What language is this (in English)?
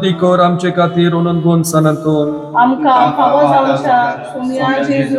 Konkani